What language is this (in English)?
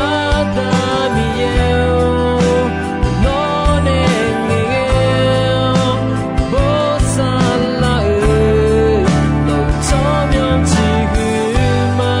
Akha